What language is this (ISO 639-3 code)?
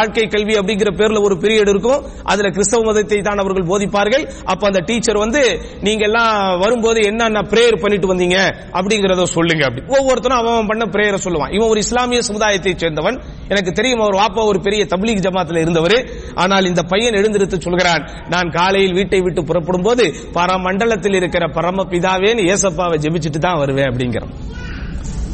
tam